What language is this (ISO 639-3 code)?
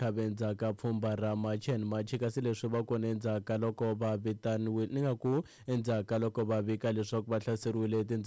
tso